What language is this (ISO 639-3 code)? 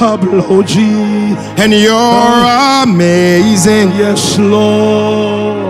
ewe